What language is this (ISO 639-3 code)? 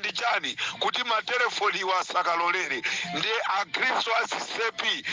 nya